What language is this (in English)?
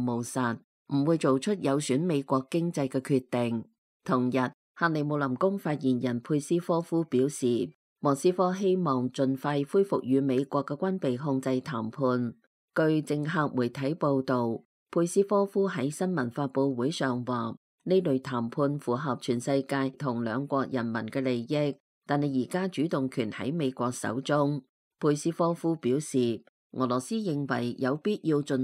Cantonese